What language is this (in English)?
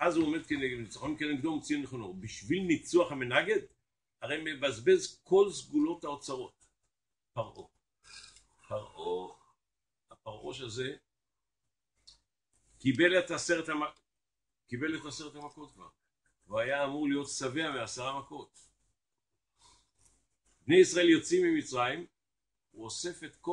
Hebrew